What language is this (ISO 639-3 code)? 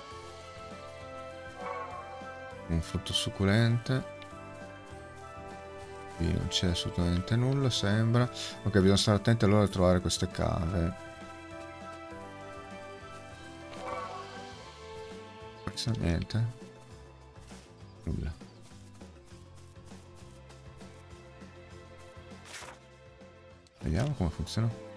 ita